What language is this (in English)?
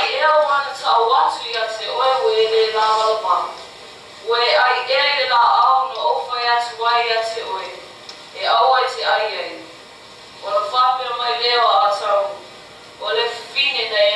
Samoan